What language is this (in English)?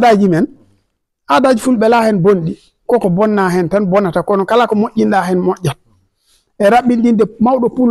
Fula